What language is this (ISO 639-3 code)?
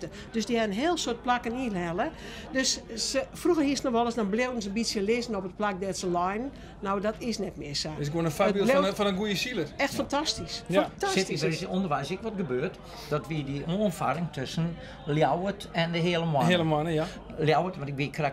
fry